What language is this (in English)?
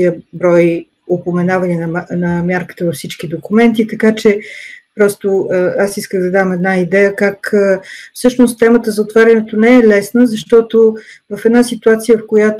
Bulgarian